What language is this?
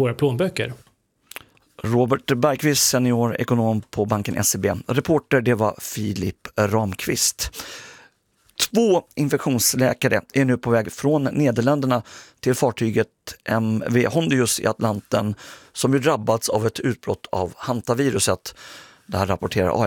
Swedish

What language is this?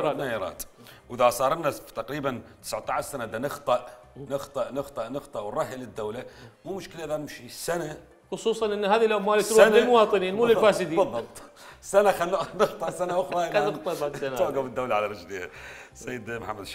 Mesopotamian Arabic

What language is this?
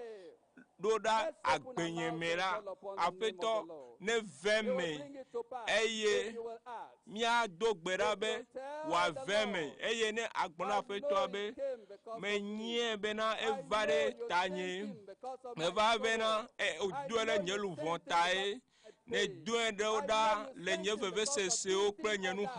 Ewe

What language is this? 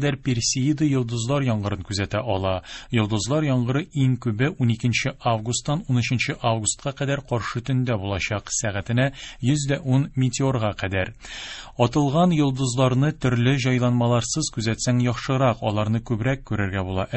Tatar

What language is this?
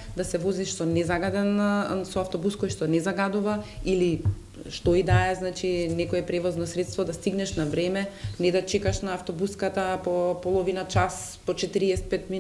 Macedonian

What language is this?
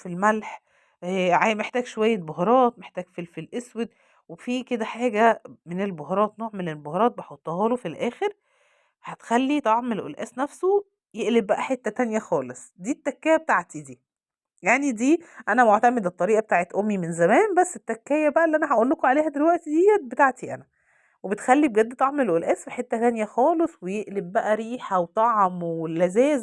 Egyptian Arabic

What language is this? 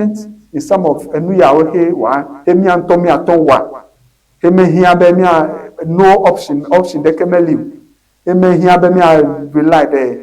Ewe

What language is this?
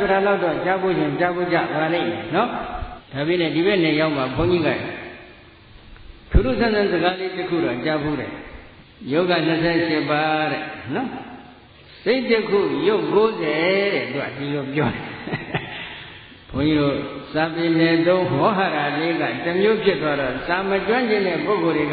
Burmese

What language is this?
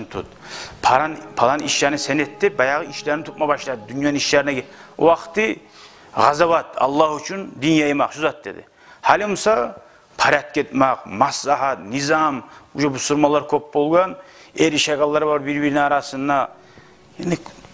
Kumyk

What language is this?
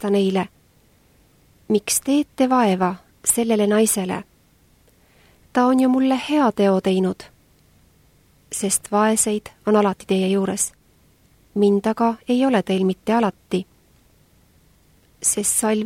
Estonian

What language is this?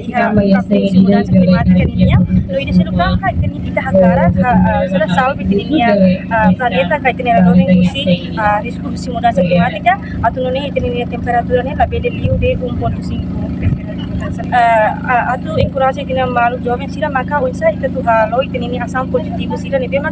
Tetum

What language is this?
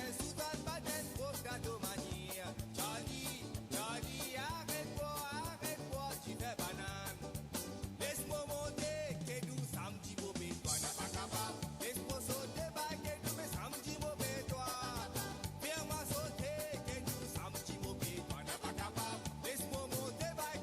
Morisyen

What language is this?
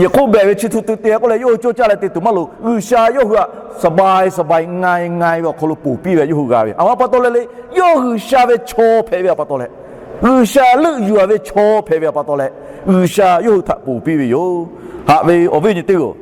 Lahu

